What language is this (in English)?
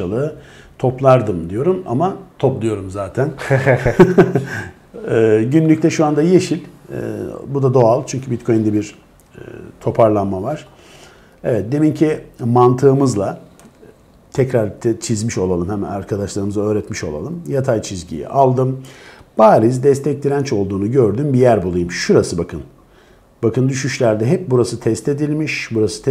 Turkish